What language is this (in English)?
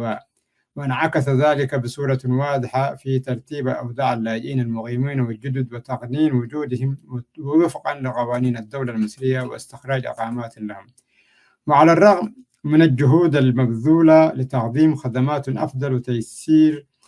Tigre